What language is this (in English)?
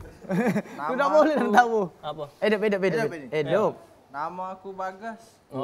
Musi